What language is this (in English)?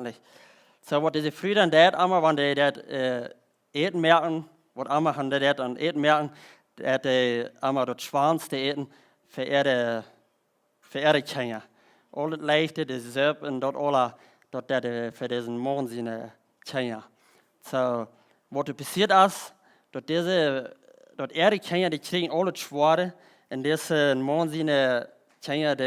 Plautdietsch